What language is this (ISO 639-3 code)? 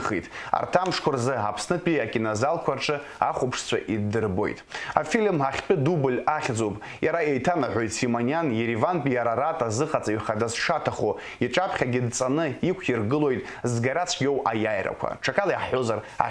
abk